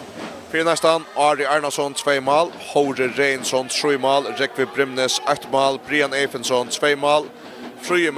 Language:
Faroese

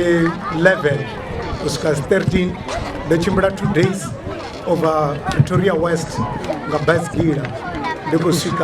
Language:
Venda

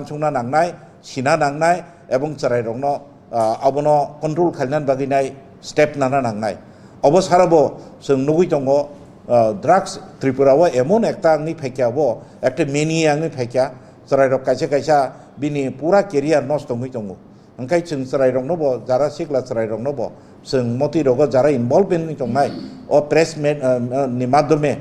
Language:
Kok Borok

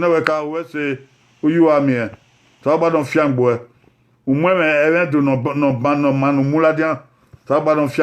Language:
Bini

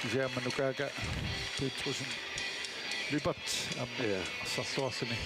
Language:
Kalaallisut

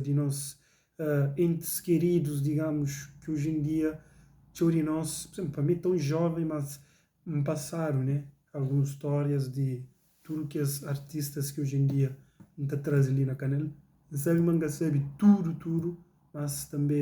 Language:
Kabuverdianu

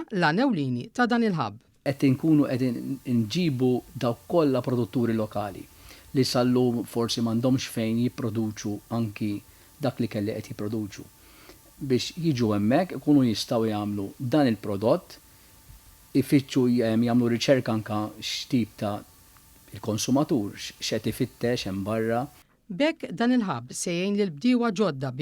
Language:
Maltese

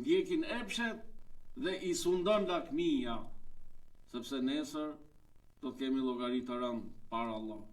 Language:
Albanian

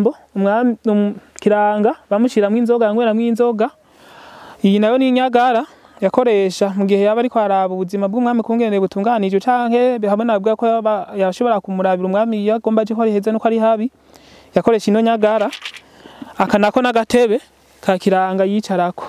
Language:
Rundi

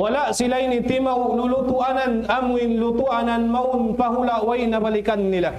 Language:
Tausug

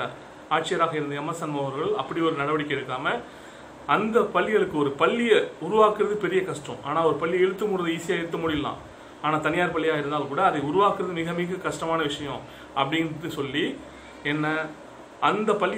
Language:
Tamil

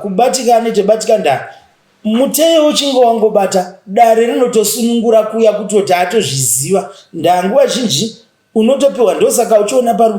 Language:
Shona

